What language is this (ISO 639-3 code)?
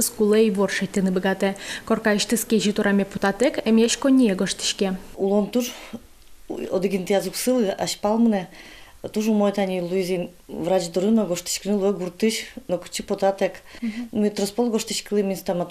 udm